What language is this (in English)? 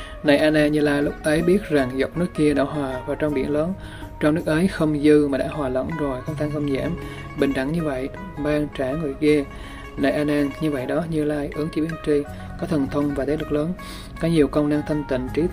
Vietnamese